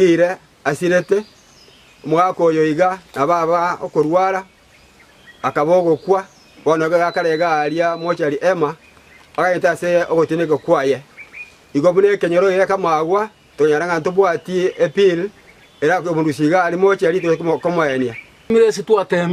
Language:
Gusii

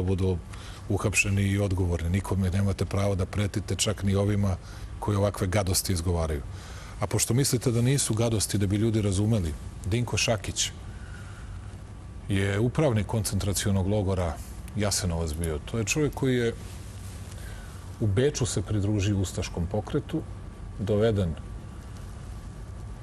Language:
Serbian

